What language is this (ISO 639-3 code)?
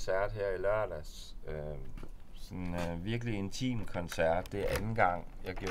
dan